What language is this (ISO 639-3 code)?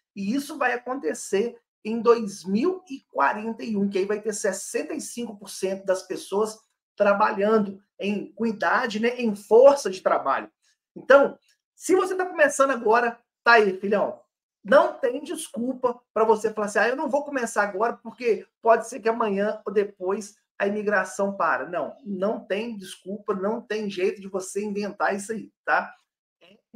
por